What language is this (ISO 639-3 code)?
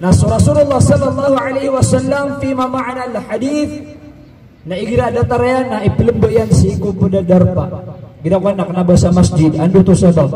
mrw